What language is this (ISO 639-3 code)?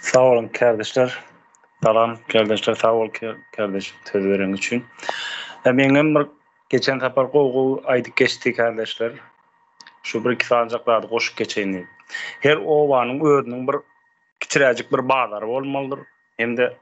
tuk